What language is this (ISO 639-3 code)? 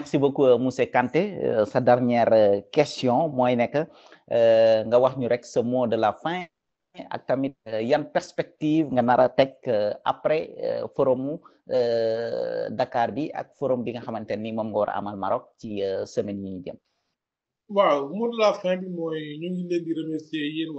wol